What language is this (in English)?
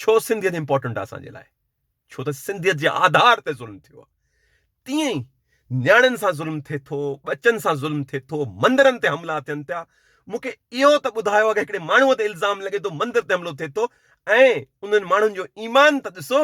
Sindhi